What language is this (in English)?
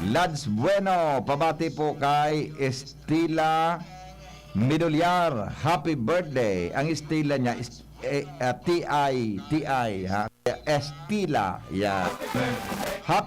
Bikol